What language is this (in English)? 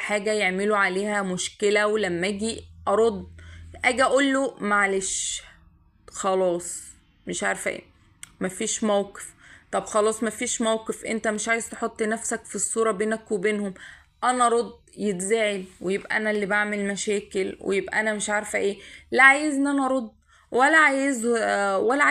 Egyptian Arabic